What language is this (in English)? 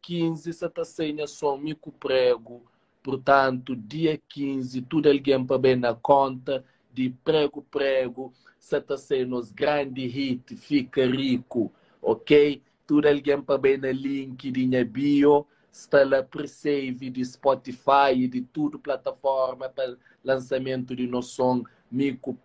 Kabuverdianu